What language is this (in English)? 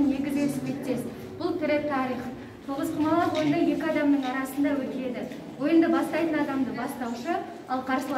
Kazakh